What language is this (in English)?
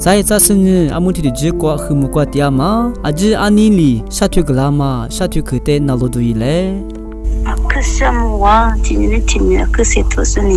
Lisu